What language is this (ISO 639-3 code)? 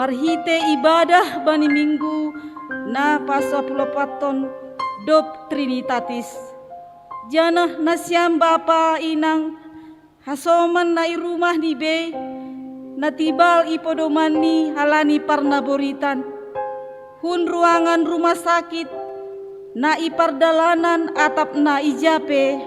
bts